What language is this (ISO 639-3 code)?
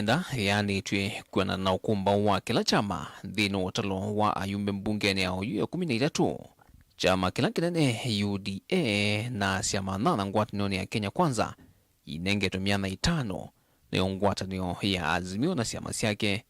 kam